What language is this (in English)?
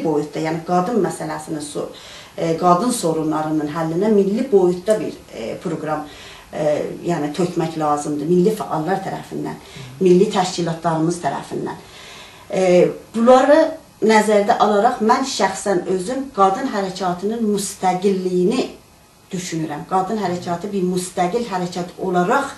South Azerbaijani